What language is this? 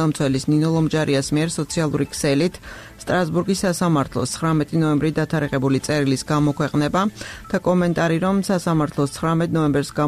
Georgian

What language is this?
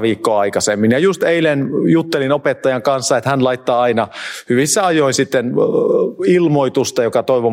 Finnish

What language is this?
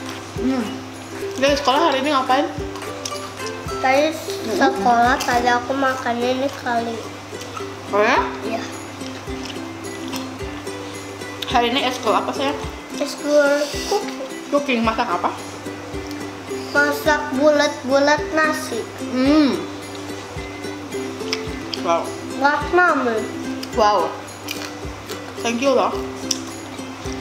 Indonesian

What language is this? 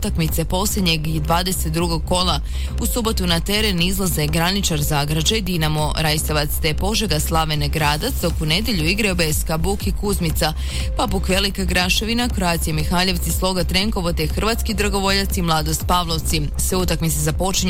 Croatian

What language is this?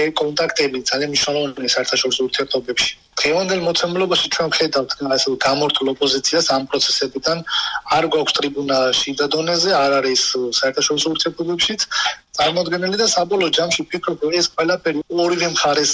Georgian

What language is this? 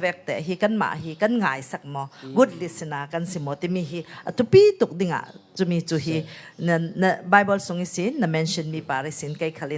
Falam Chin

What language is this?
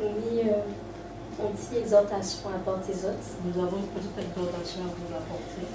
Guadeloupean Creole French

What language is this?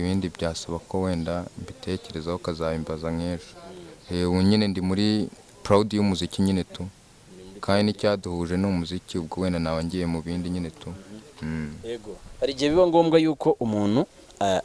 Kinyarwanda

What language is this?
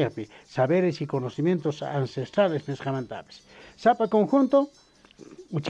South Bolivian Quechua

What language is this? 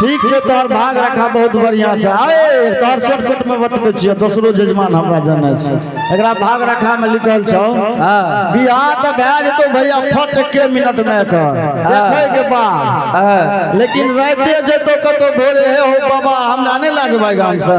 Angika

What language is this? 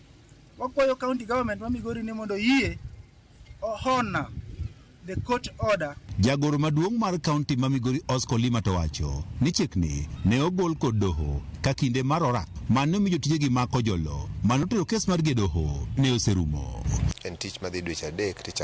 Luo (Kenya and Tanzania)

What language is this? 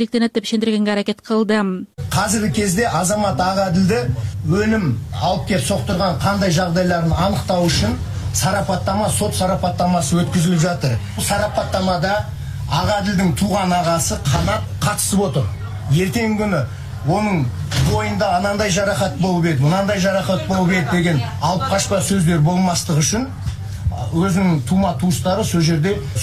Kyrgyz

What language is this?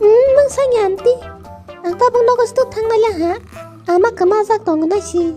Kok Borok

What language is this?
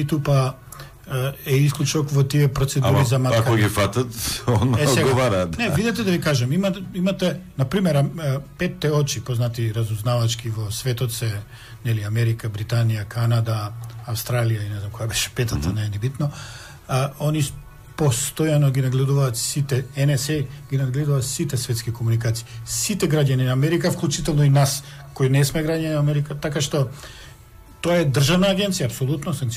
Macedonian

